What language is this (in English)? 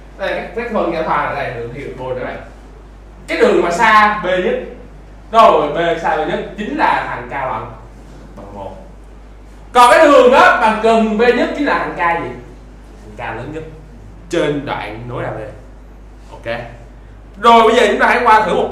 Vietnamese